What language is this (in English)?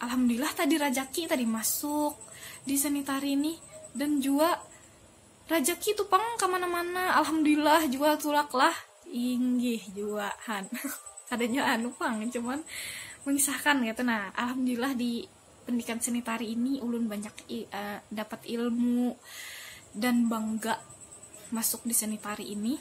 Banjar